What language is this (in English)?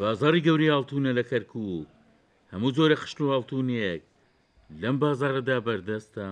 Central Kurdish